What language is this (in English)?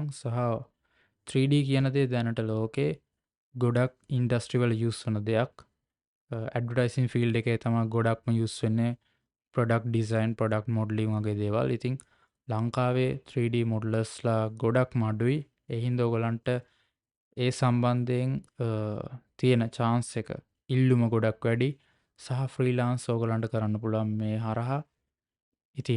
Sinhala